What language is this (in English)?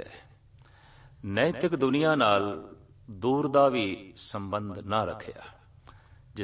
Punjabi